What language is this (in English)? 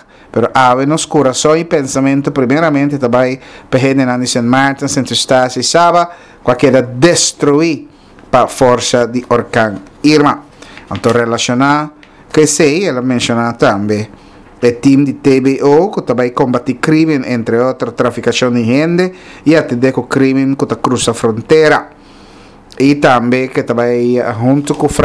Papiamento